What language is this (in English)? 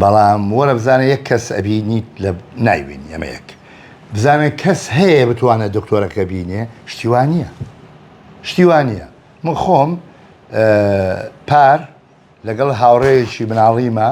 Central Kurdish